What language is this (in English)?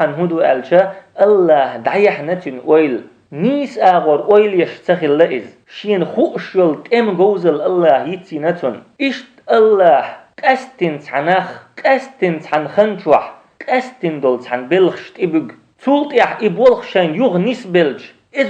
Chechen